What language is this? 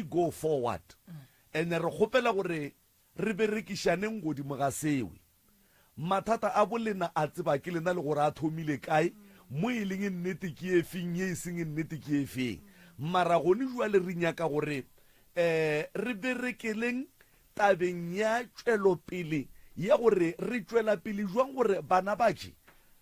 Northern Sotho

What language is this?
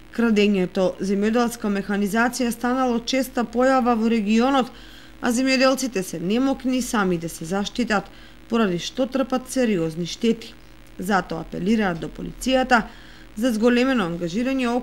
Macedonian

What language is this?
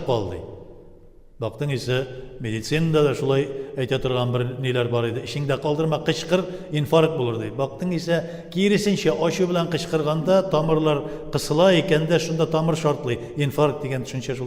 Tatar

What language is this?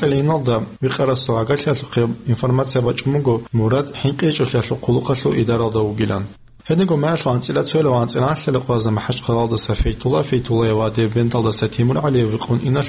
Avaric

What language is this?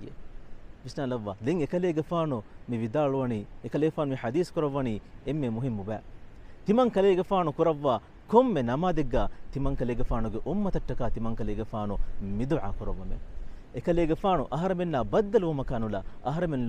Divehi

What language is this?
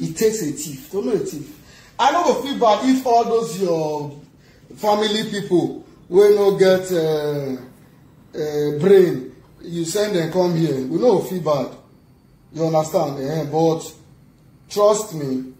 Nigerian Pidgin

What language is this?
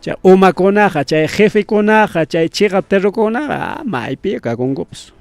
Ayacucho Quechua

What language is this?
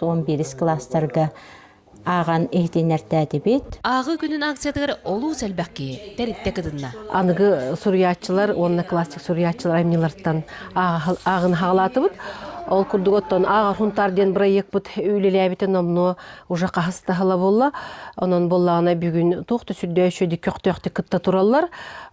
Yakut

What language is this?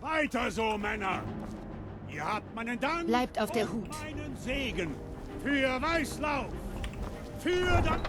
Bavarian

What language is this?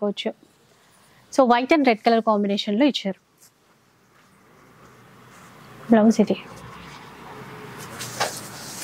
Telugu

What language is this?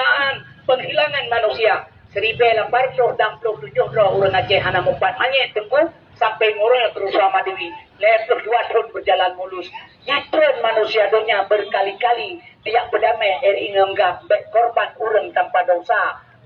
Achinese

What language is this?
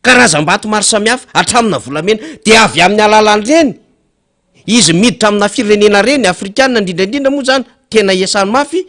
Malagasy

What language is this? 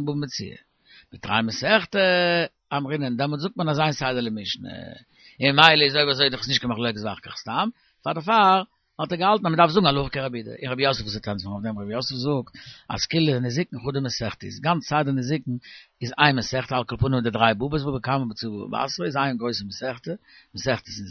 Yiddish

